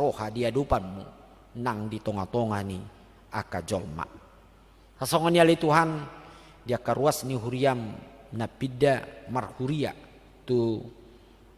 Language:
Batak Toba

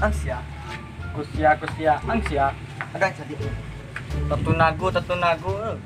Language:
Minangkabau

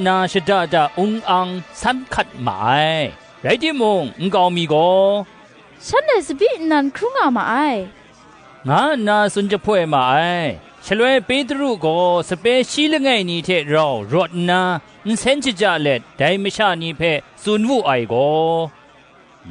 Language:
Kachin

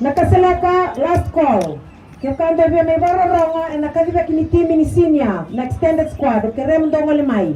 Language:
Fijian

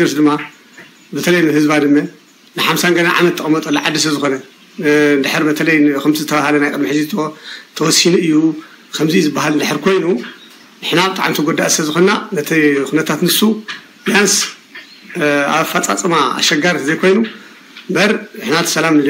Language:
Tigrinya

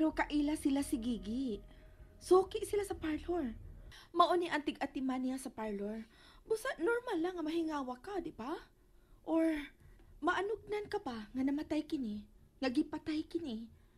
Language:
Cebuano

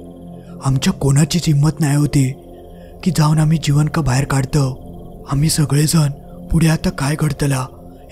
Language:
Marathi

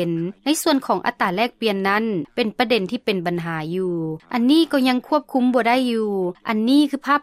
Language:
Lao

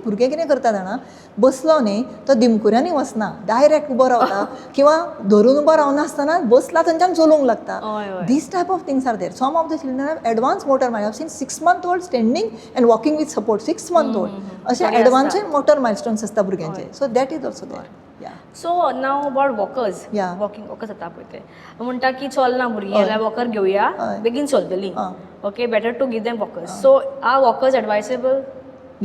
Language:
Konkani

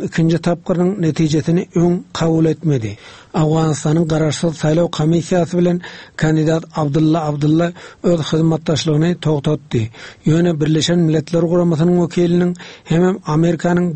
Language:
Turkmen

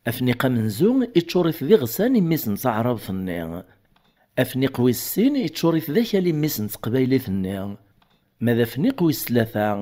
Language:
Kabyle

